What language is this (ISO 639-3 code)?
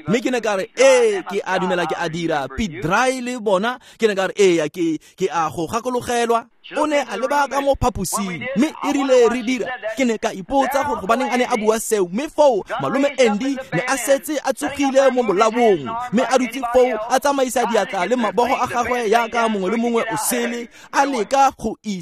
tsn